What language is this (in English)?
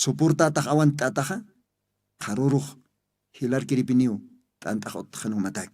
Aymara